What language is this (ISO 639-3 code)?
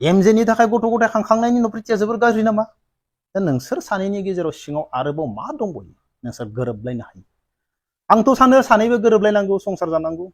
brx